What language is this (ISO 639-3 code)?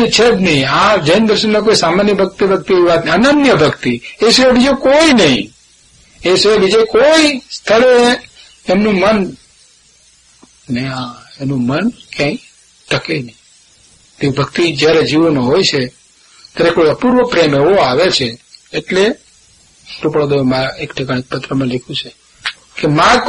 guj